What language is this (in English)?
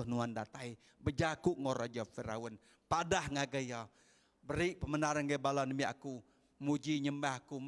Iban